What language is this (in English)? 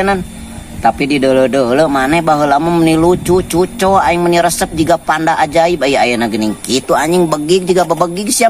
Sundanese